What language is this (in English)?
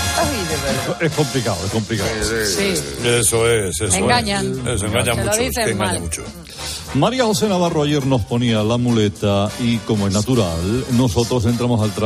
Spanish